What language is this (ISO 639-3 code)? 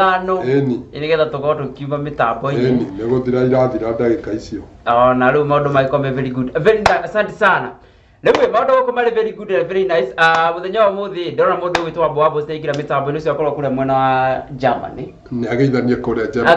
kik